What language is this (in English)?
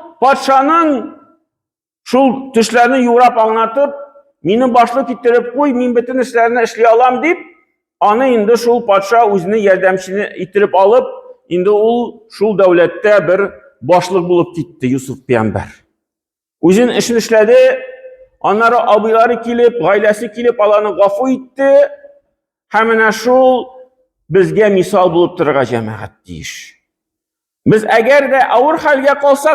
Tatar